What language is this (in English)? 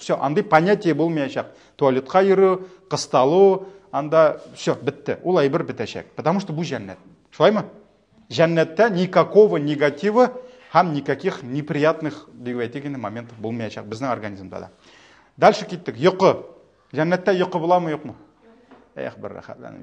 Tatar